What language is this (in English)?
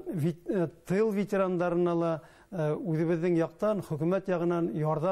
Bashkir